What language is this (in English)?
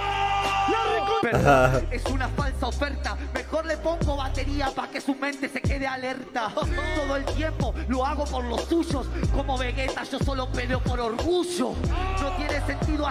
Spanish